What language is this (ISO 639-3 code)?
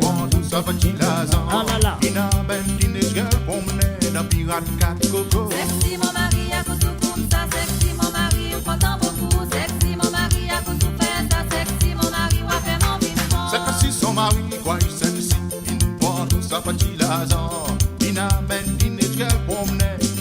mfe